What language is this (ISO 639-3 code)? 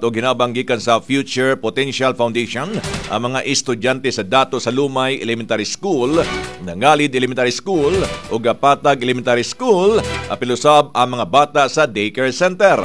ceb